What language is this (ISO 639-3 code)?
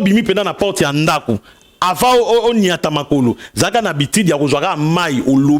lin